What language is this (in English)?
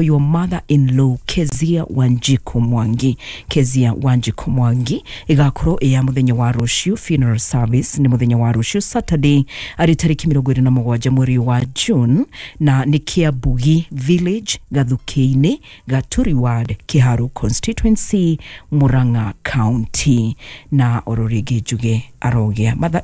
Kikuyu